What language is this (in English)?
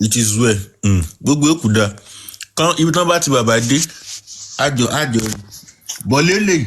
Yoruba